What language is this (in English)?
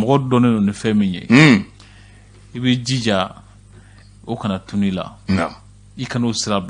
Bambara